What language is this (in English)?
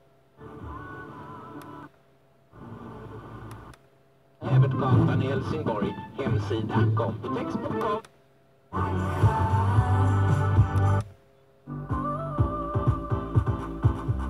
Swedish